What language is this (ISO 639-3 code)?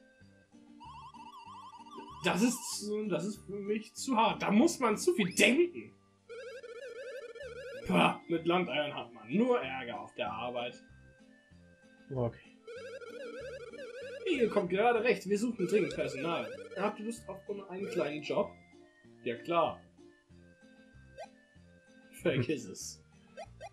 deu